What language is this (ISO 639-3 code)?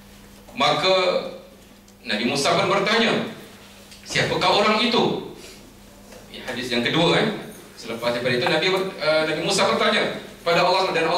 msa